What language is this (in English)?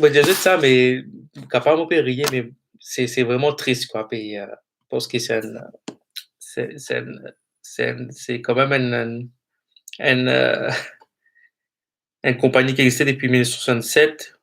Morisyen